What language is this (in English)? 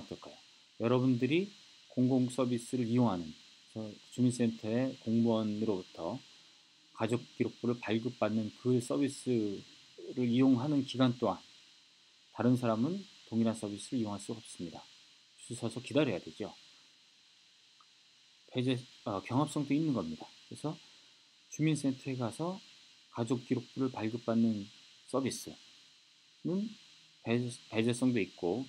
Korean